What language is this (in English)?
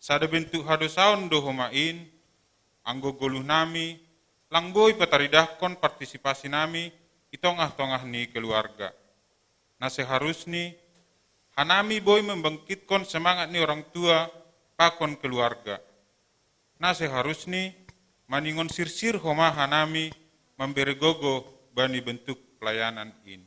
Batak Simalungun